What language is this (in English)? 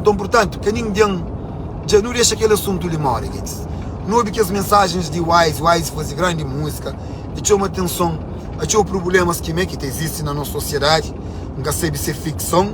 Kabuverdianu